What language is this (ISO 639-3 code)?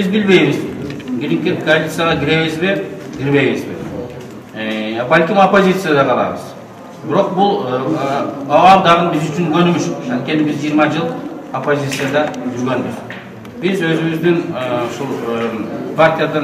kir